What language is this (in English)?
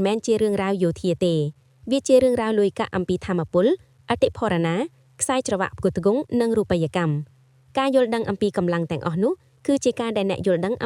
Khmer